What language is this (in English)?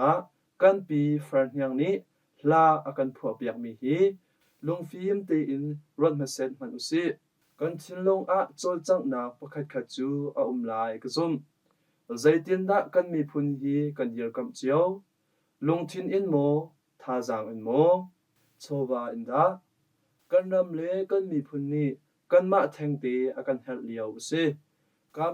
Hakha Chin